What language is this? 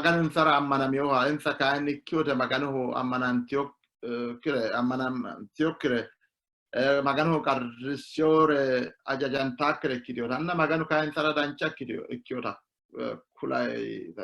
Sidamo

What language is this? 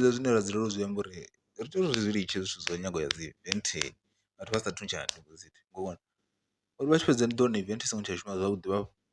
Venda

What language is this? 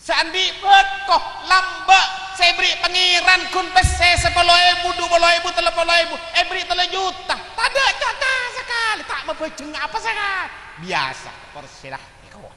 Madurese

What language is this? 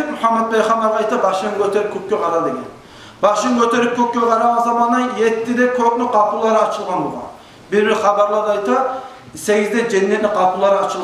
Kumyk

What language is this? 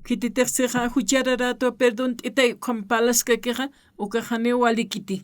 Aymara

